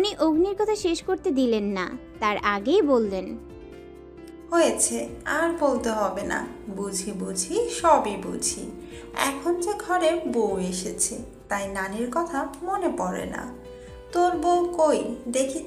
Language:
Bangla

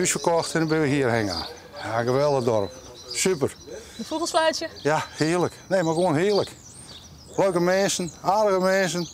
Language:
Western Frisian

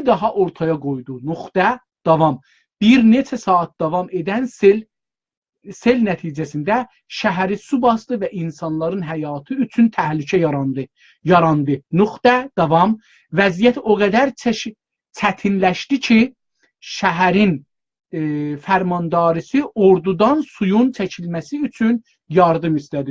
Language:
South Azerbaijani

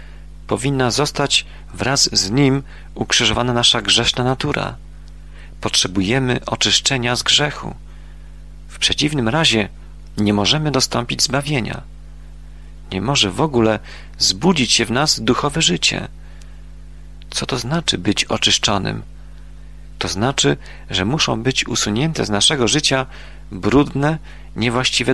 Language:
Polish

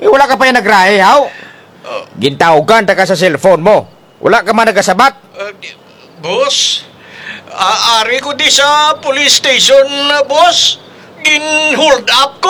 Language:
Kinaray-a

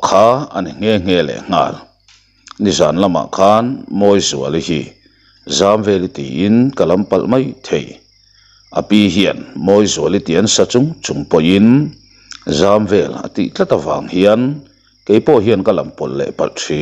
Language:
Mizo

